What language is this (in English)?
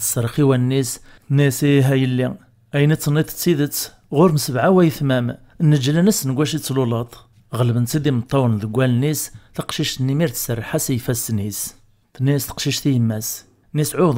Kabyle